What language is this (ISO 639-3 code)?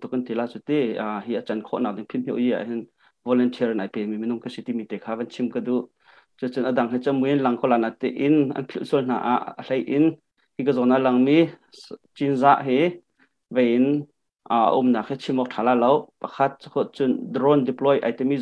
cnh